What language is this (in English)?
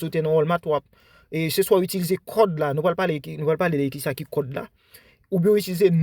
Haitian Creole